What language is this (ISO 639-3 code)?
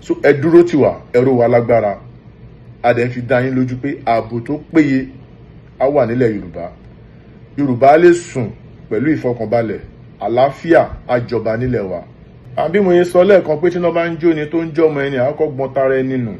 yor